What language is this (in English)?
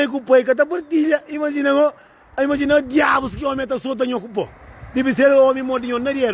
Kabuverdianu